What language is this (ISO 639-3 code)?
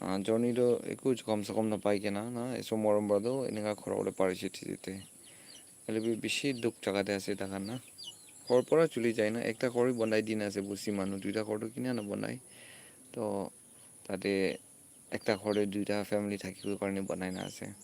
nag